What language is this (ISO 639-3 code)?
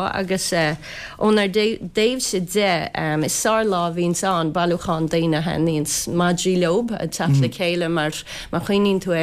gle